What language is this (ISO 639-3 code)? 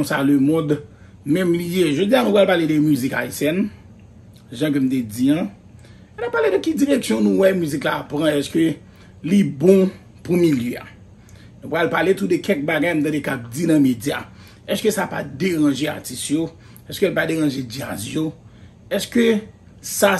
hat